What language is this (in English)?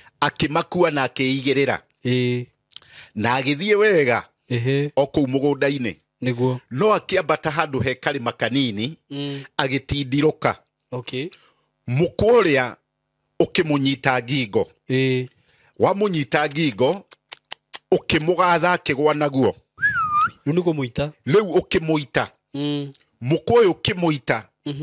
Kikuyu